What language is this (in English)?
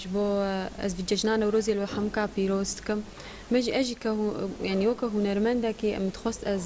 Kurdish